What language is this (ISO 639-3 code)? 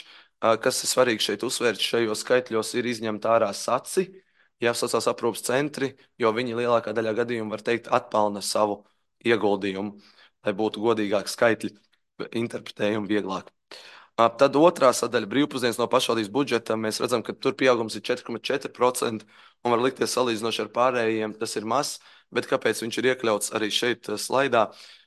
lav